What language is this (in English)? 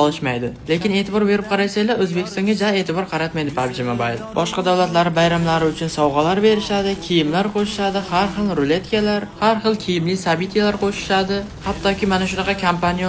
Uzbek